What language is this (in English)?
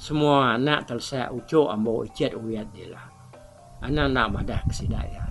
Iban